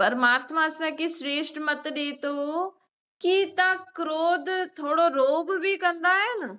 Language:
Sindhi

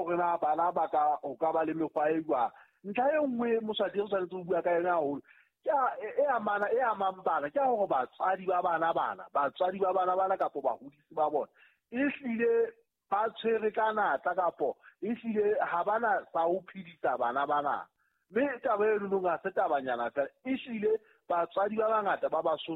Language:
Southern Sotho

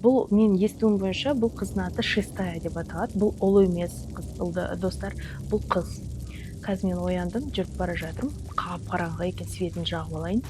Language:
Kazakh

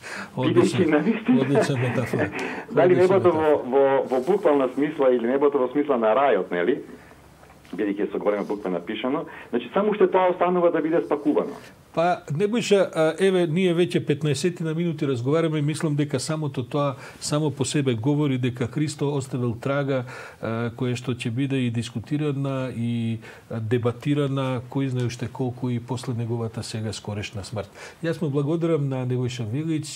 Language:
Macedonian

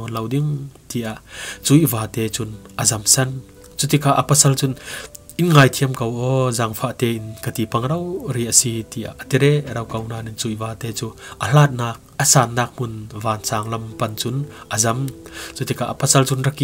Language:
Falam Chin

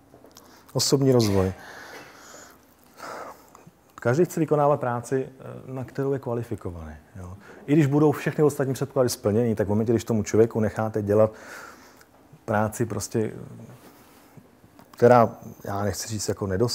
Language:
Czech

